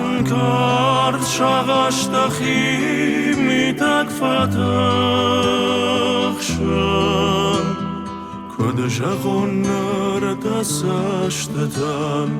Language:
Ossetic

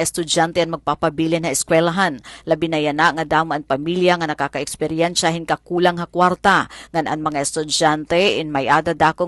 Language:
Waray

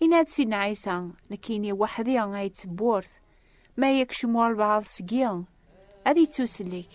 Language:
Kabyle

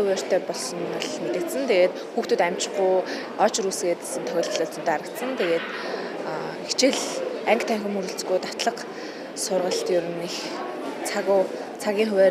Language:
Mongolian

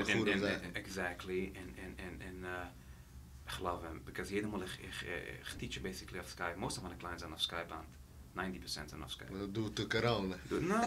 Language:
Yiddish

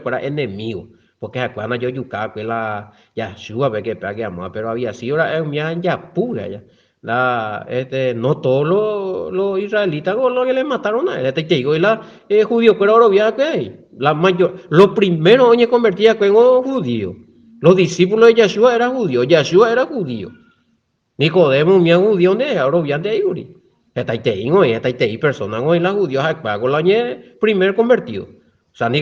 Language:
Guarani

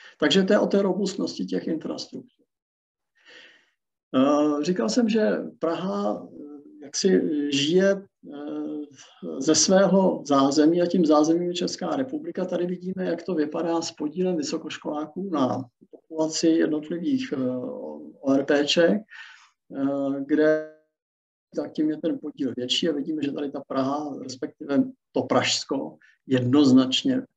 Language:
Czech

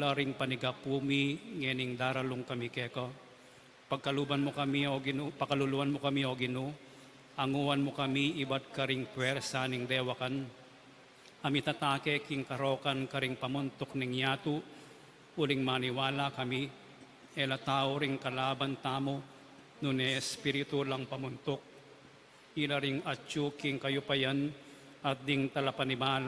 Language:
Pampanga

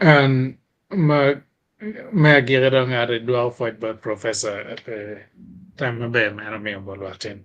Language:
Acoli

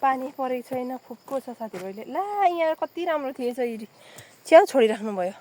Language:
Nepali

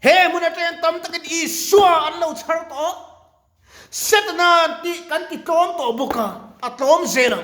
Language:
Mizo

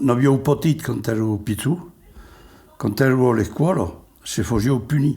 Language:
Occitan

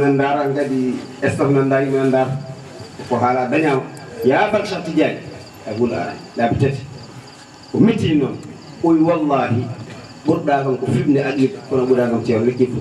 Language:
Fula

